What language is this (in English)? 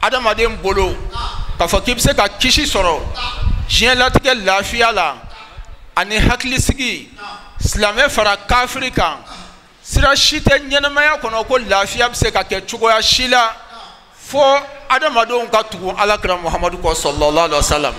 Bambara